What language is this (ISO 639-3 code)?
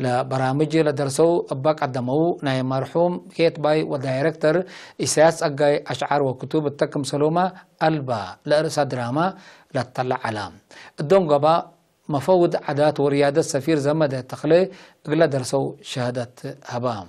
tig